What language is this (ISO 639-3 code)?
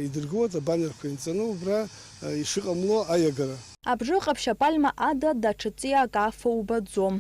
abk